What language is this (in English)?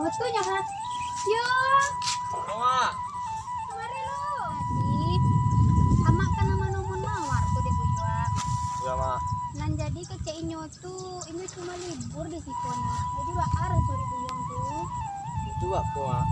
Minangkabau